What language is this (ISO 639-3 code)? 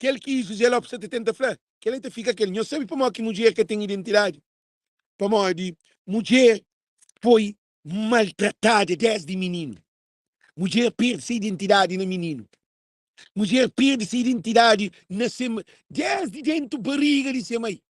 kea